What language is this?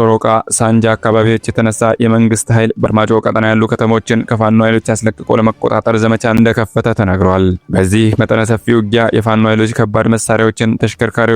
Amharic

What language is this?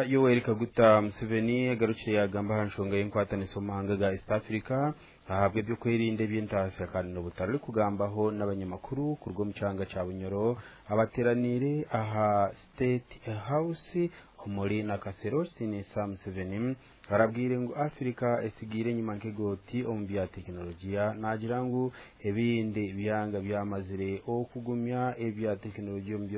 Nyankole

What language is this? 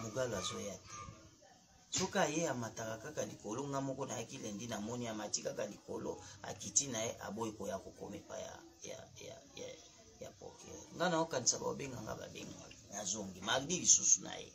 Lingala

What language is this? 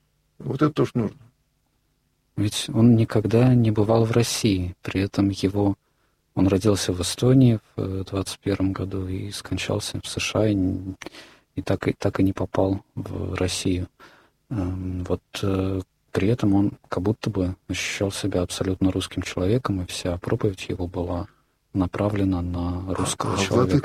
Russian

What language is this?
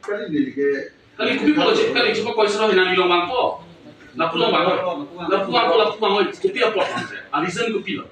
Karbi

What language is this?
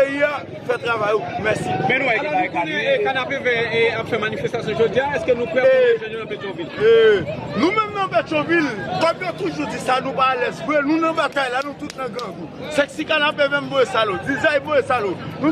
Haitian Creole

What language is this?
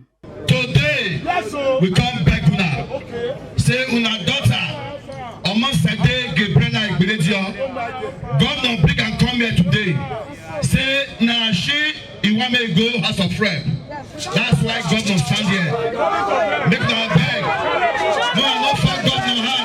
Nigerian Pidgin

